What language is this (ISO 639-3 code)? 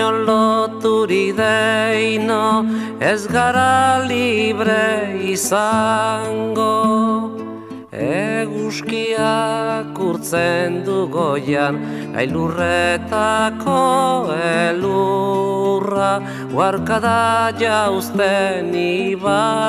eus